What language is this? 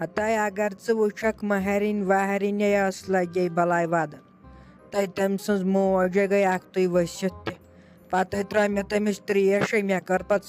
Kashmiri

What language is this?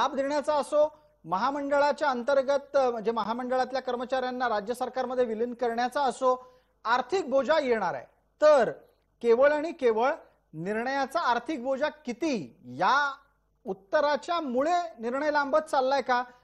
Marathi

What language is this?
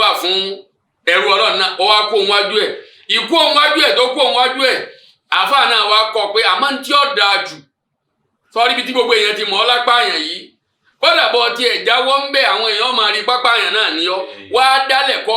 Yoruba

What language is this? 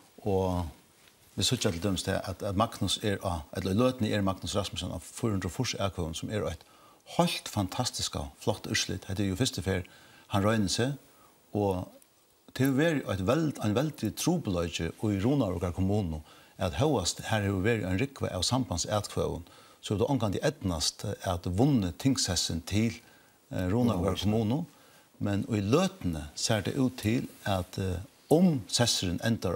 Faroese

